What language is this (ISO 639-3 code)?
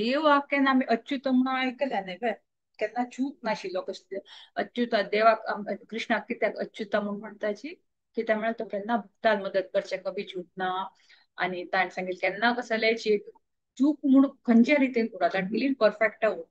kok